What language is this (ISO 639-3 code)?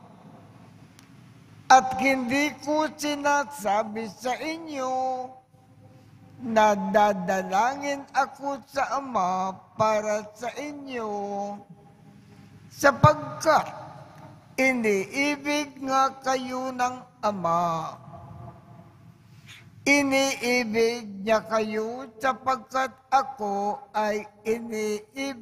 fil